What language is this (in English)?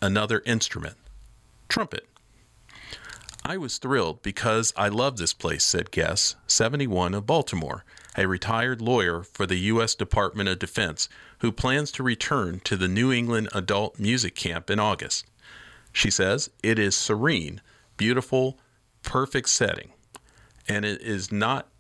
English